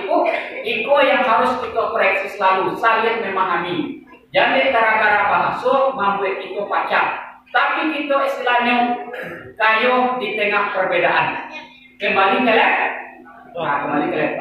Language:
Minangkabau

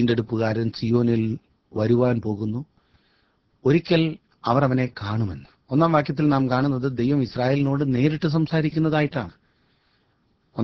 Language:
Malayalam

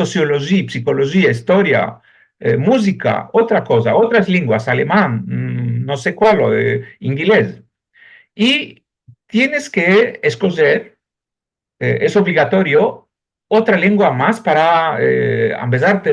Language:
Ladino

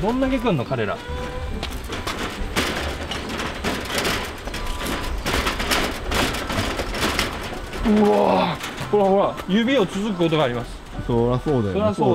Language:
Japanese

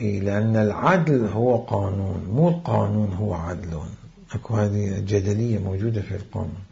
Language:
Mesopotamian Arabic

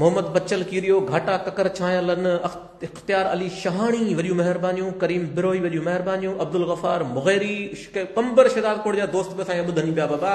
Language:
Sindhi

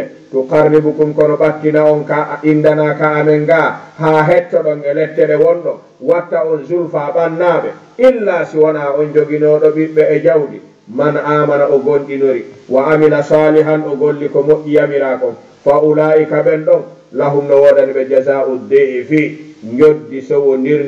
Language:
Fula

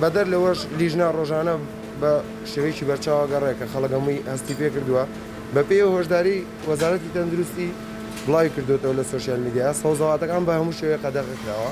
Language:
Central Kurdish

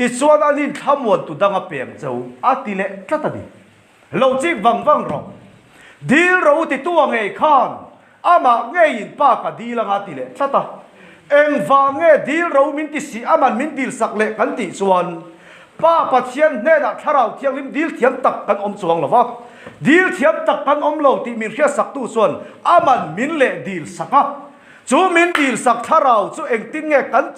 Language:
Mizo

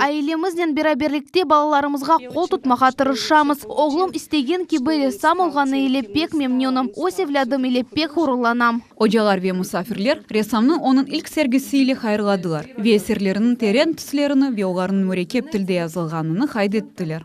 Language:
Crimean Tatar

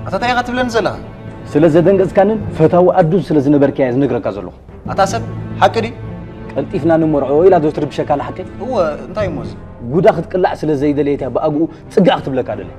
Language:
Tigrinya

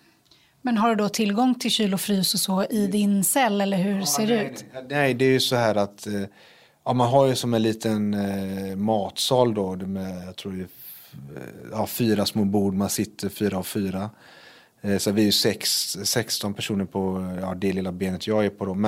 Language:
Swedish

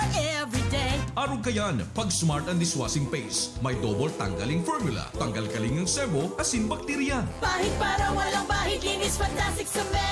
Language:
Bikol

